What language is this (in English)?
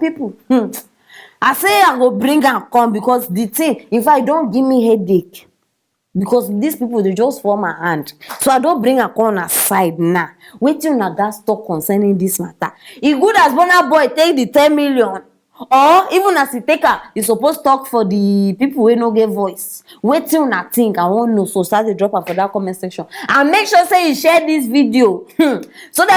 Nigerian Pidgin